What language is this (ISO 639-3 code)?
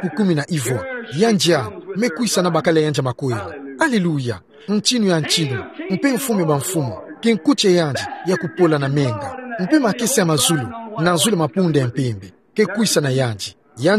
ktu